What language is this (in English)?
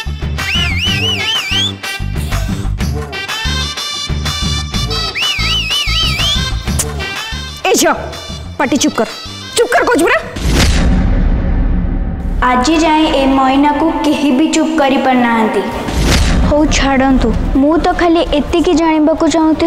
Odia